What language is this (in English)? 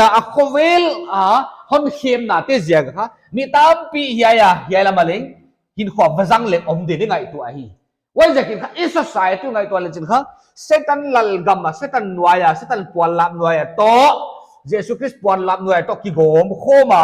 Paite Chin